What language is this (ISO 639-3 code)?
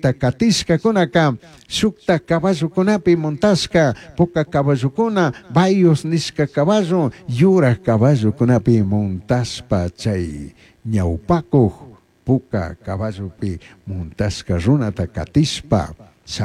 qug